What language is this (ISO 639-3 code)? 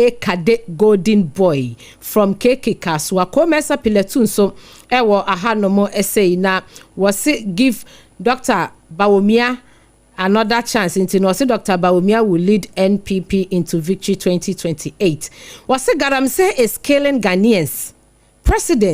aka